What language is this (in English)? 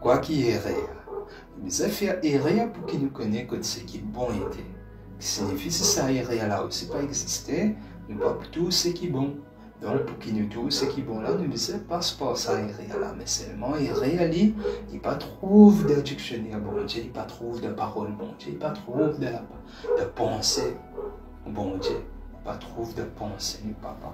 Morisyen